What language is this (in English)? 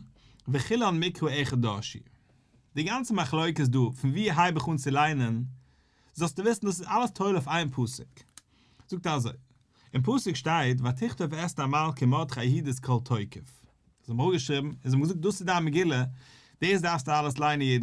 Yiddish